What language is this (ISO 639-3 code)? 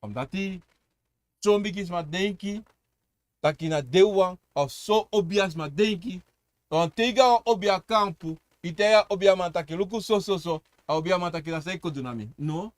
srn